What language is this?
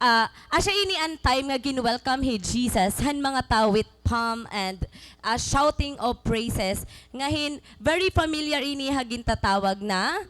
Waray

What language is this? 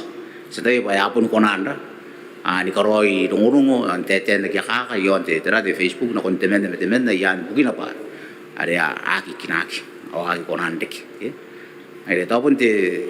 Gilbertese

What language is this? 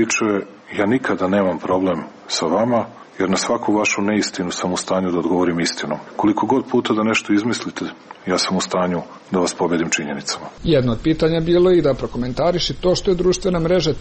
Serbian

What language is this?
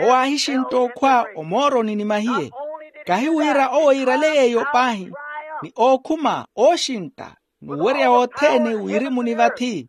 Makhuwa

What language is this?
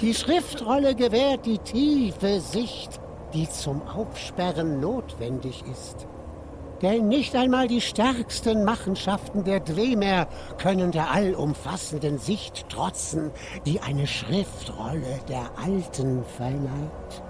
Swiss German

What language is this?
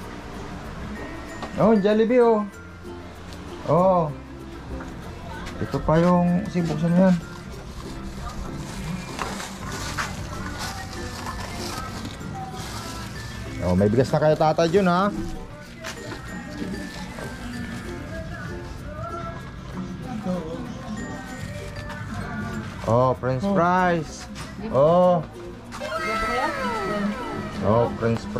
Filipino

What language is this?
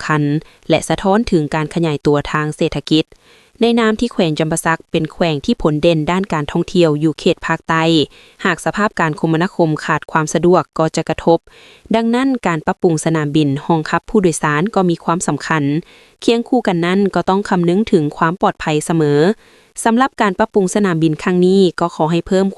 Lao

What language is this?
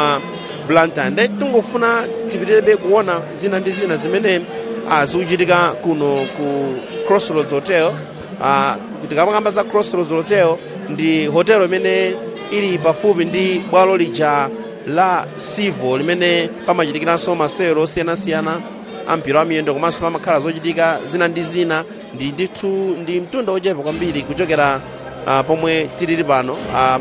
Nyanja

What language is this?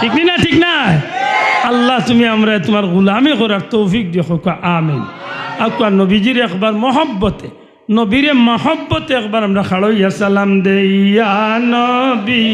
Sylheti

